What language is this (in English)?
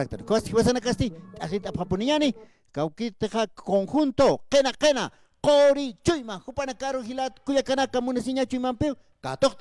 Aymara